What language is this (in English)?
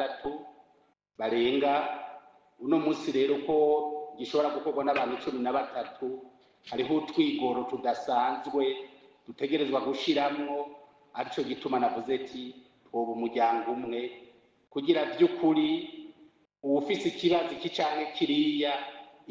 Rundi